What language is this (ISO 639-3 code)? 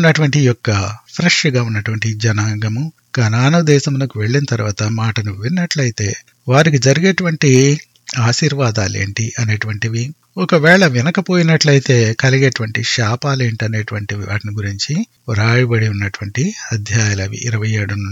tel